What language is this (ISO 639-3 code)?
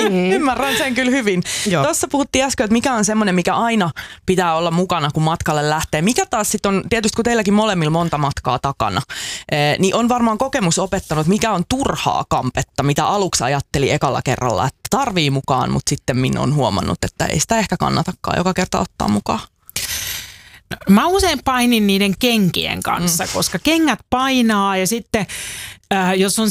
fin